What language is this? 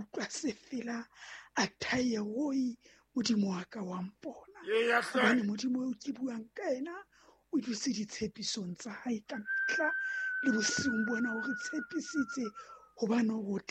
Southern Sotho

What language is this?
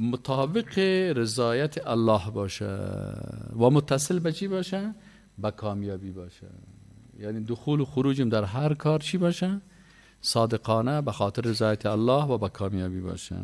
Persian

